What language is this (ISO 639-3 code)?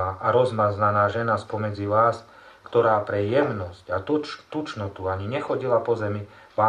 slk